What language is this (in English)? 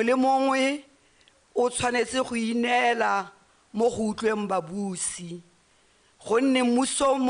Tswana